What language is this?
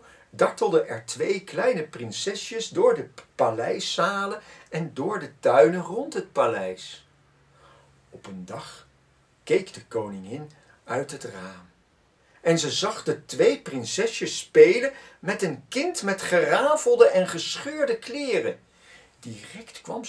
Dutch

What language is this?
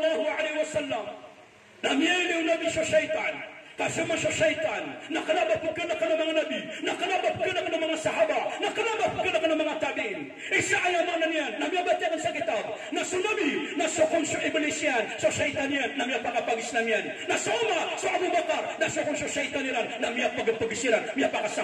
Maranao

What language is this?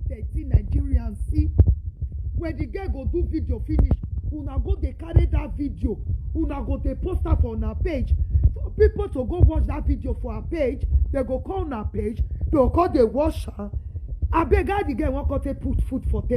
Nigerian Pidgin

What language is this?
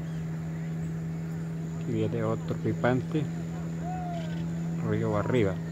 Spanish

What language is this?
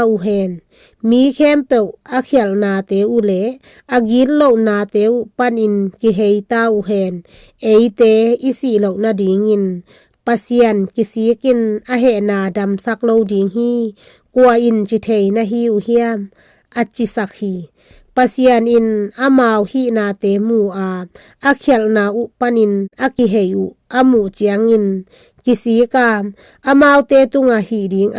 Tedim Chin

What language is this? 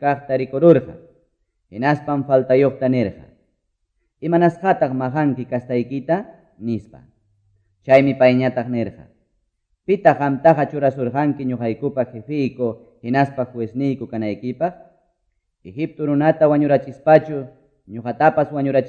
Quechua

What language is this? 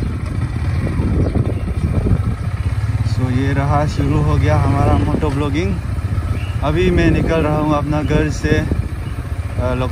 Hindi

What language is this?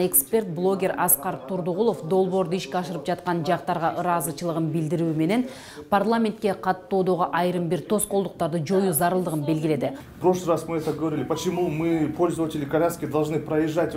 Kyrgyz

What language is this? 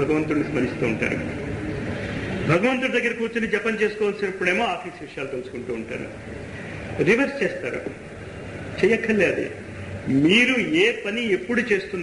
Telugu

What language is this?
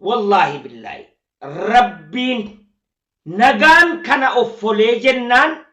Oromo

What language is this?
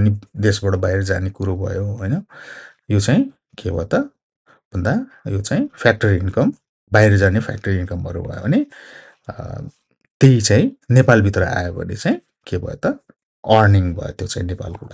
Nepali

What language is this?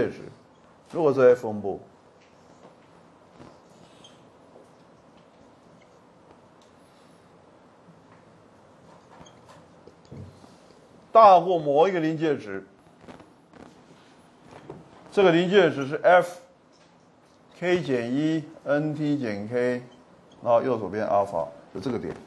Chinese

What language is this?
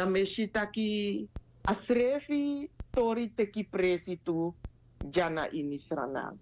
Sranan Tongo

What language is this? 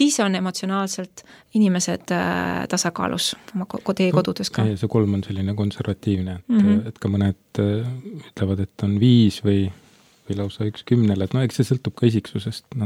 Estonian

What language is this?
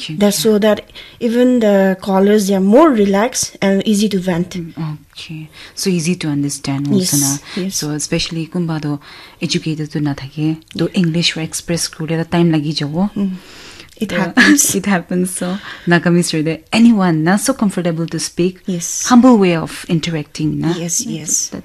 Naga Pidgin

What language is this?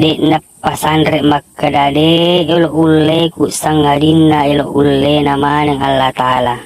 Buginese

